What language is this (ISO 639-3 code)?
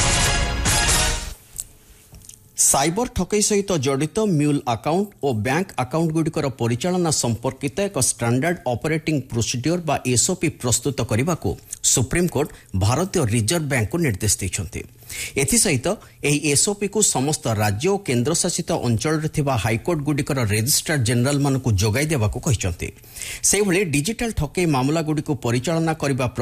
ori